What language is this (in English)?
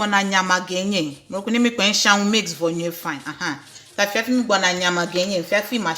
Ewe